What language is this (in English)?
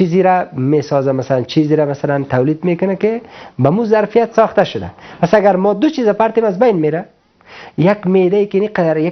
Persian